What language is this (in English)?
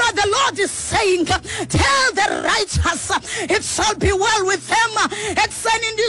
Xhosa